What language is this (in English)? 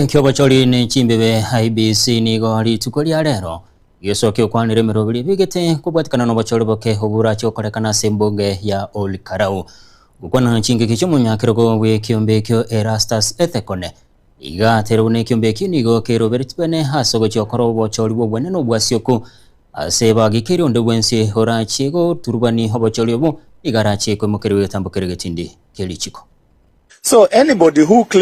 Gusii